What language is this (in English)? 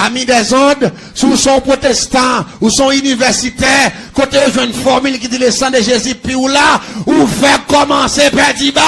Haitian Creole